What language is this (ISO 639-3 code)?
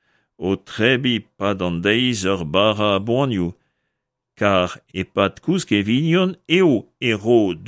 bre